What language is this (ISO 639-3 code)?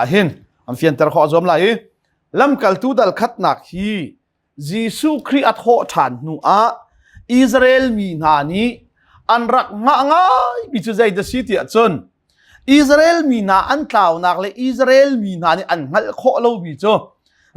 cnh